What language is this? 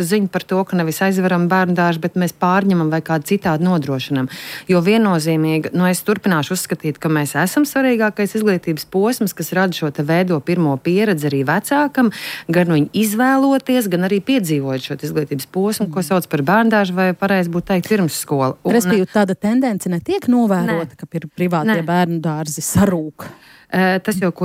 Latvian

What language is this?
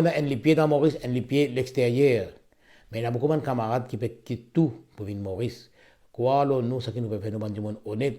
Morisyen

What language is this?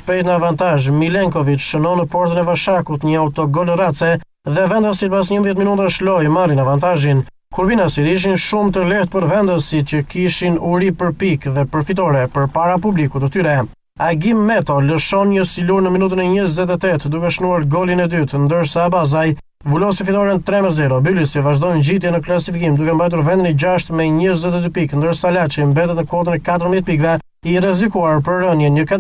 Albanian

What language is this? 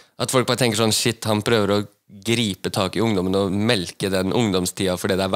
Norwegian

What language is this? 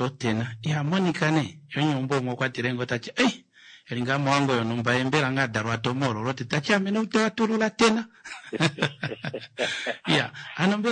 Kuanyama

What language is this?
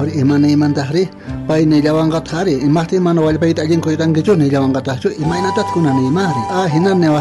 South Bolivian Quechua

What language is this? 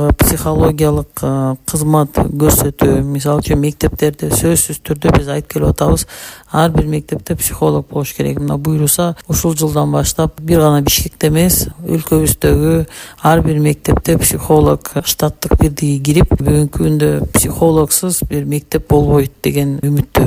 Kyrgyz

